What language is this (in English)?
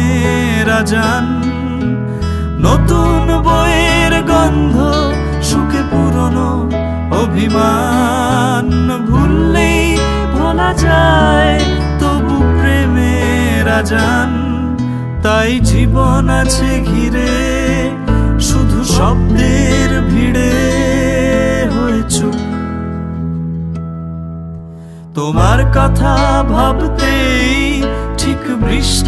Bangla